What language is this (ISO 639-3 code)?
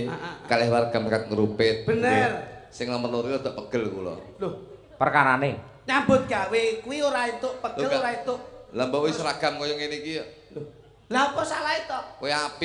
jav